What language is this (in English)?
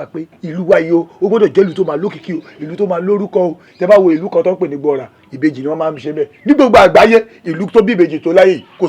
Yoruba